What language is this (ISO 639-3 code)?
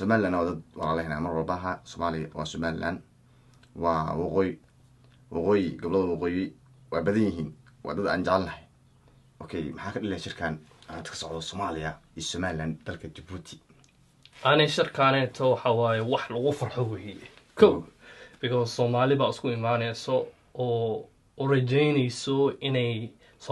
som